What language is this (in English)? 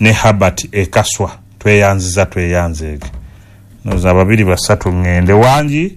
Ganda